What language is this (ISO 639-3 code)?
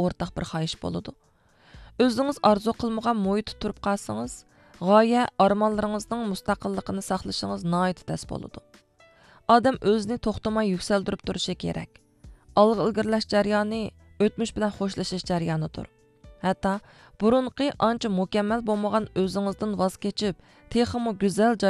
uig